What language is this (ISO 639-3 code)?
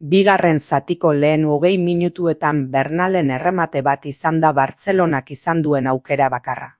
eus